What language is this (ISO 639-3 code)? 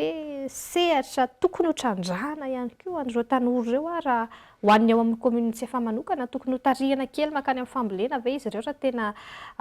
mlg